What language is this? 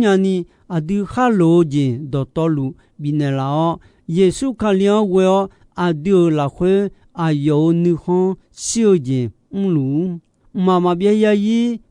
Akha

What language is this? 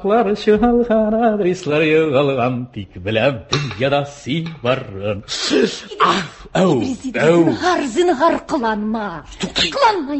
Tatar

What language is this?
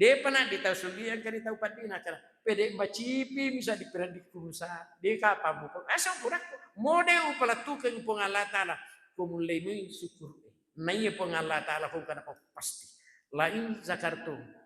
Buginese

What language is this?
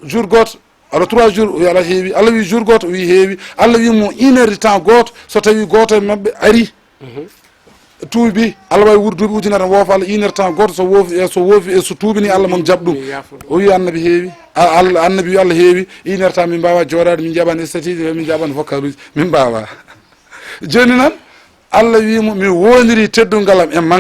Fula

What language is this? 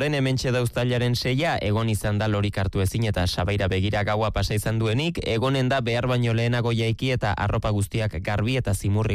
Basque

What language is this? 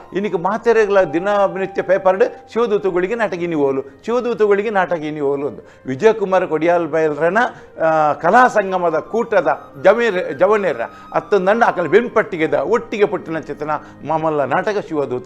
Tulu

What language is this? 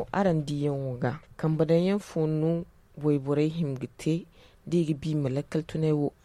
Zarma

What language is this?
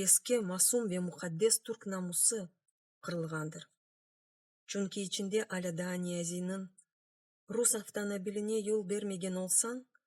Crimean Tatar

